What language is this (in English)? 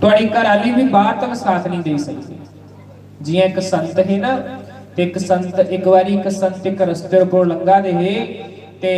Dogri